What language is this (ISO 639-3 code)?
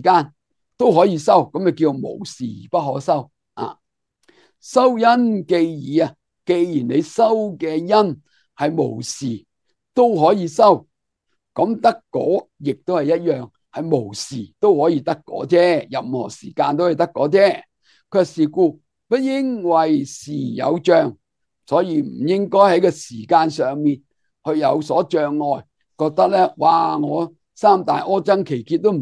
yue